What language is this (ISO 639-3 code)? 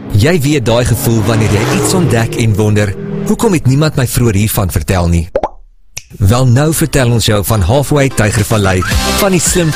afr